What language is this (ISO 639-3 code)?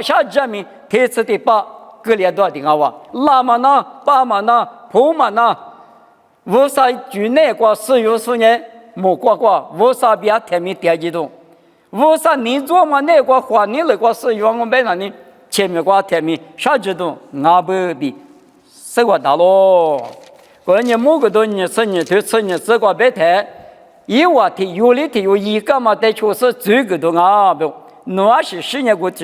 lis